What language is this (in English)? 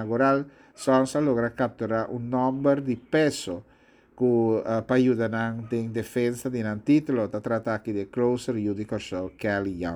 Papiamento